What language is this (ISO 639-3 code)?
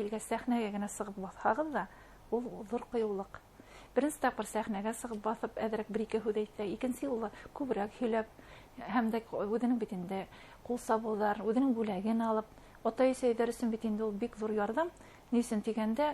bak